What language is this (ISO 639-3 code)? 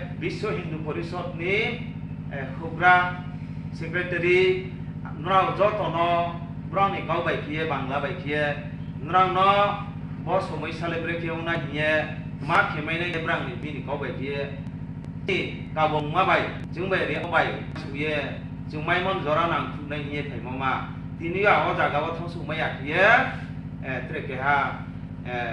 ria